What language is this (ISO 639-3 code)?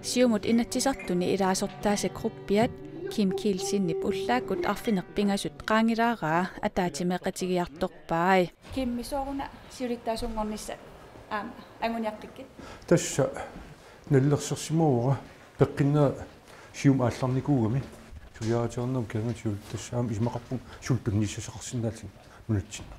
kal